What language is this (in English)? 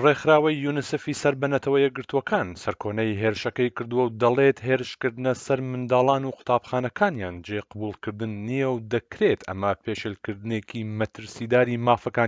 Central Kurdish